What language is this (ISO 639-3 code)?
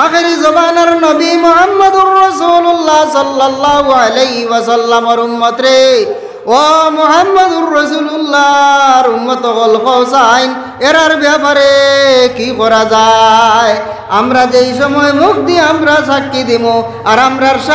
syl